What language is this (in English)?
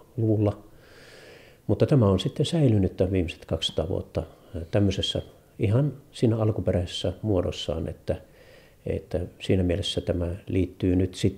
Finnish